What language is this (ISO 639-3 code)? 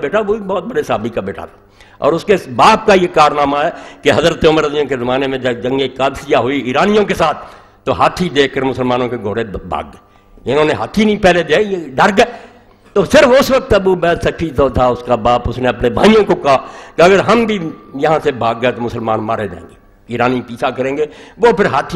urd